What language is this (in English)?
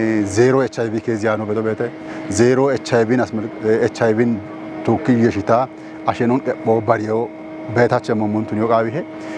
Kafa